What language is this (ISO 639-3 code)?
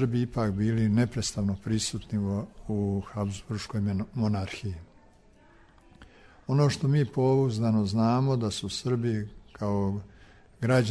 srp